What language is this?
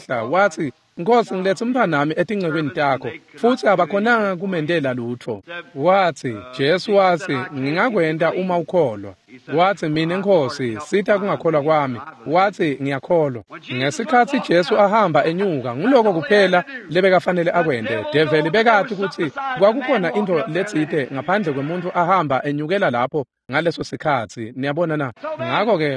Swati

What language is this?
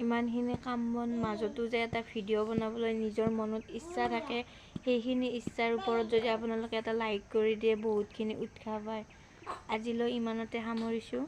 Assamese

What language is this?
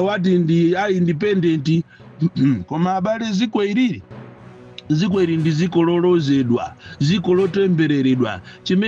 Nyanja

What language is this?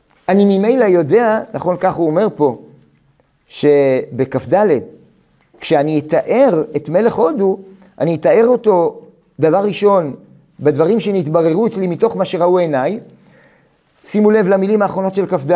Hebrew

